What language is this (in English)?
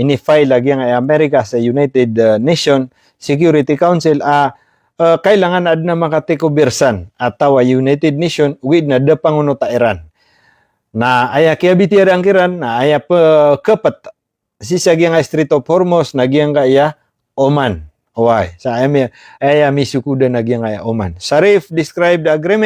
Maranao